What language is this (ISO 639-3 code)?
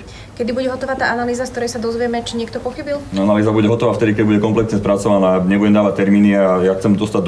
slk